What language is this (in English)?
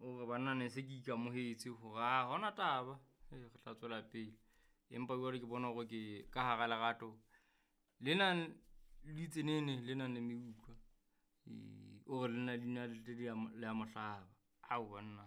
Southern Sotho